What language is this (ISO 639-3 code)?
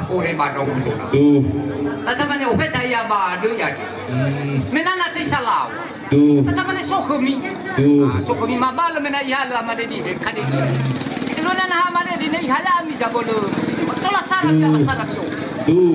nia